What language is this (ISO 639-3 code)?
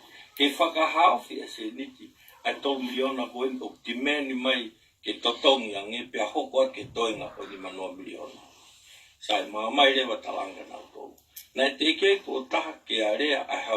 ton